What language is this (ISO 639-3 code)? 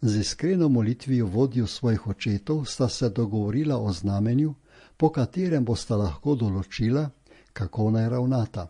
slv